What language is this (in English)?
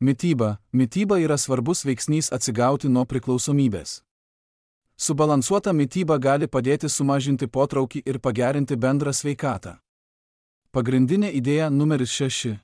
Lithuanian